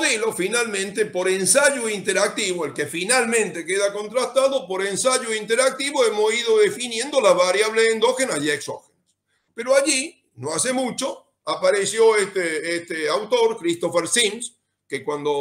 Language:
Spanish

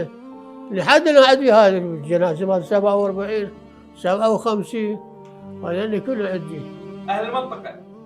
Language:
Mesopotamian Arabic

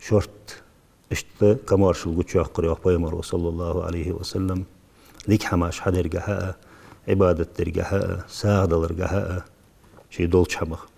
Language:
Ingush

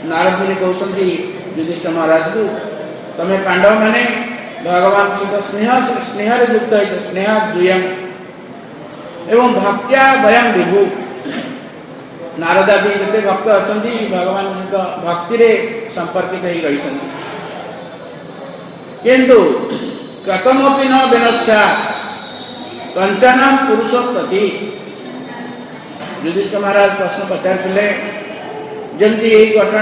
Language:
Odia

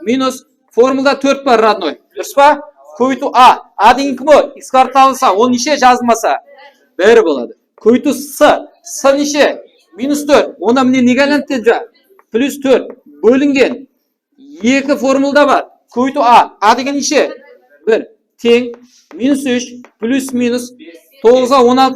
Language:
Kara-Kalpak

